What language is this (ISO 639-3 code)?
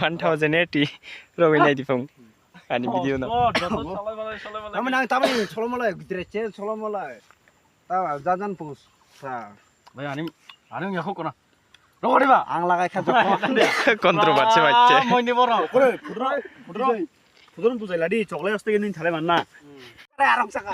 trp